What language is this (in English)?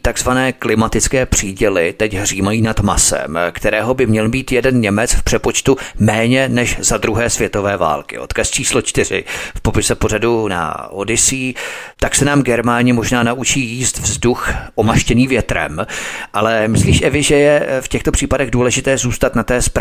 Czech